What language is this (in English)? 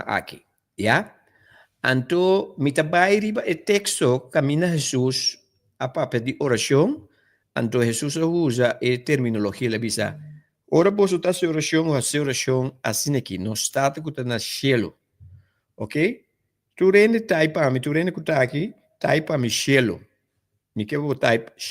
Papiamento